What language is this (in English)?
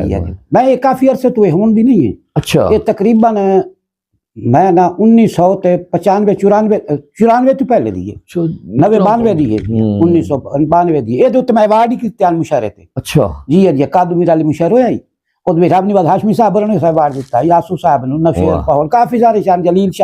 Saraiki